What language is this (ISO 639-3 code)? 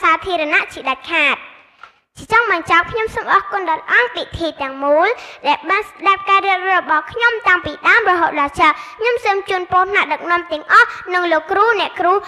khm